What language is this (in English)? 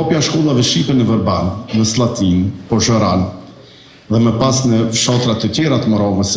Albanian